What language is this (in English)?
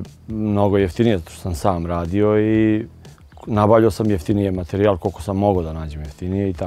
Serbian